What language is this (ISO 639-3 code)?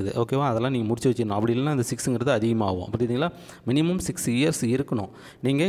tam